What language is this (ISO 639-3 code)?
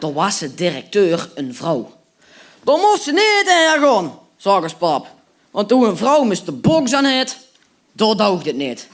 lim